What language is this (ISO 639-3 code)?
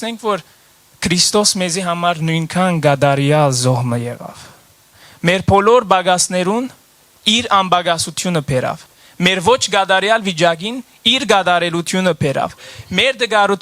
hyw